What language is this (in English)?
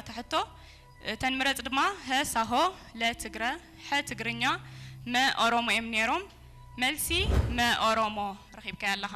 Tigrinya